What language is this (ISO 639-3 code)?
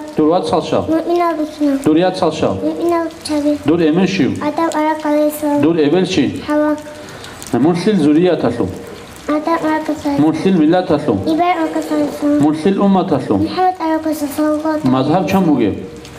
ava